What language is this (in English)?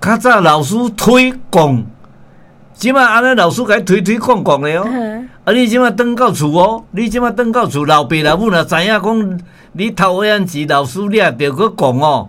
Min Nan Chinese